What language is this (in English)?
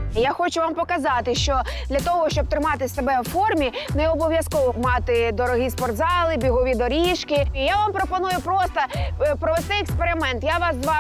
Ukrainian